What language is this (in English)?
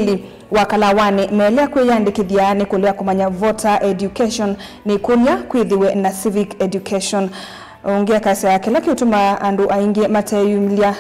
Kamba